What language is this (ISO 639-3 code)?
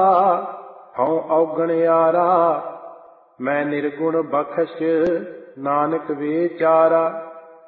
pan